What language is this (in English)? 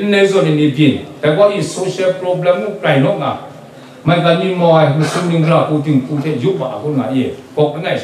Kachin